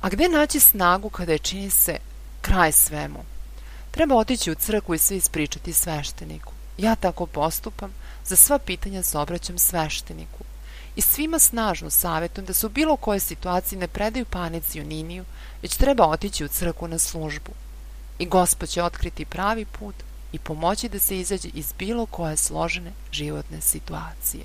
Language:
Serbian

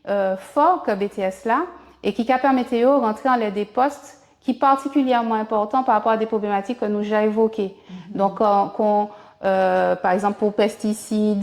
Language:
Guadeloupean Creole French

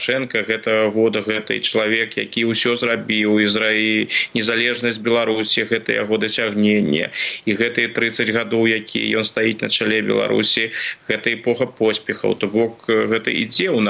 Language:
Belarusian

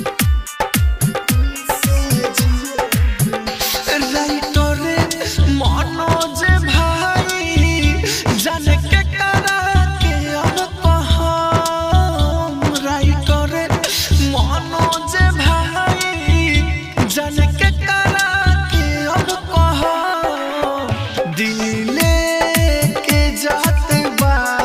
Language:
Bhojpuri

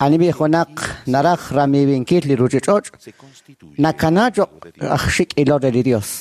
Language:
Kekchí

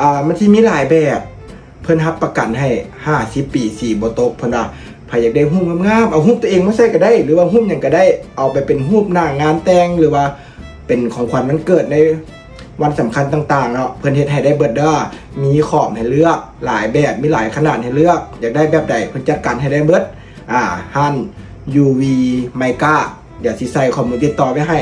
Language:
Lao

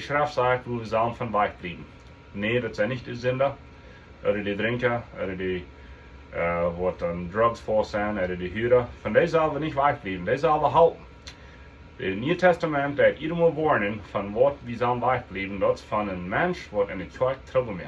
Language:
Plautdietsch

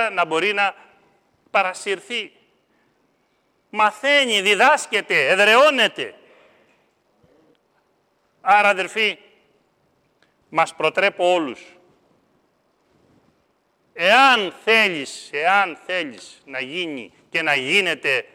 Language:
Greek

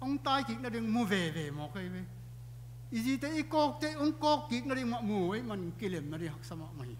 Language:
Tedim Chin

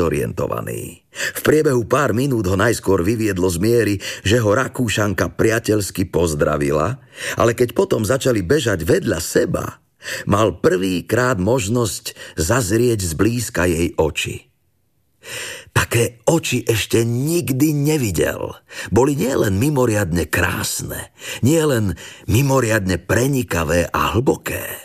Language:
Slovak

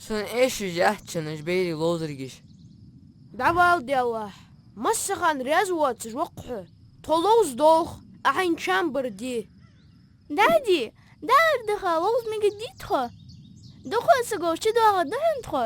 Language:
Ingush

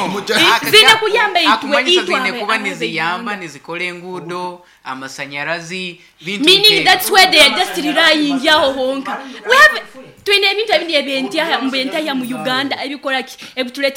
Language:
Nyoro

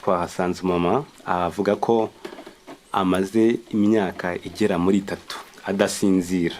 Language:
Kinyarwanda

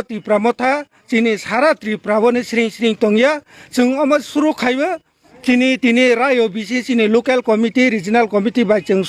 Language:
Kok Borok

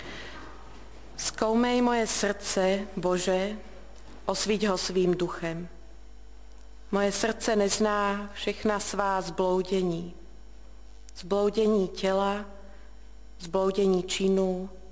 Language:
Czech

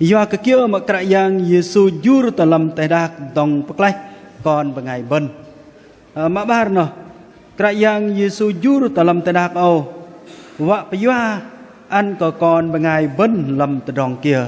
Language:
Bahnar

